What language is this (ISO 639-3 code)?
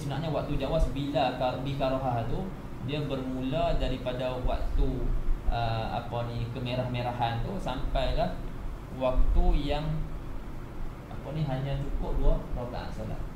msa